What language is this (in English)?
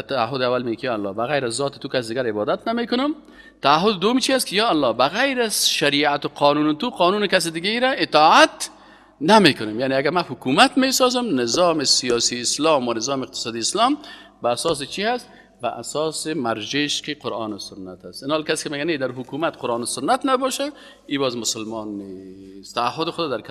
Persian